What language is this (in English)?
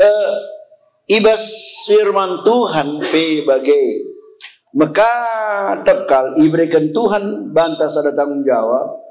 Batak Karo